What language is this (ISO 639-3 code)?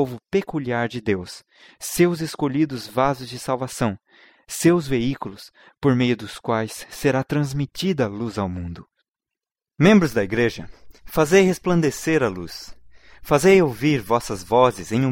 por